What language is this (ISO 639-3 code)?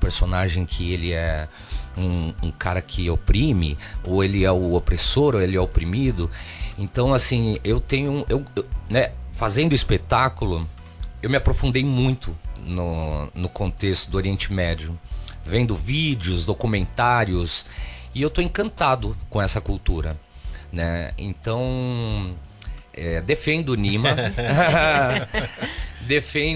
por